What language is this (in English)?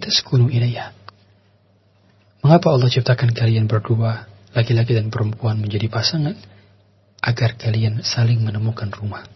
Indonesian